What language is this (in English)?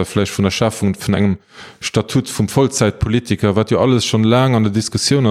Luxembourgish